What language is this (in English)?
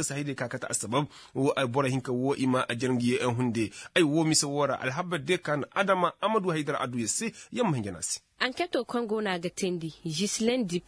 Koyraboro Senni